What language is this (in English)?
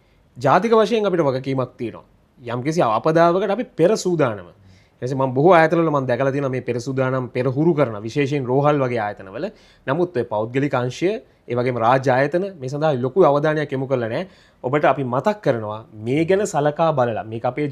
Sinhala